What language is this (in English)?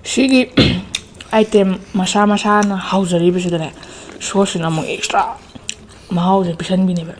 Manipuri